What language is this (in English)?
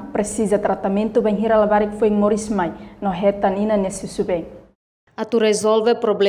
Tetum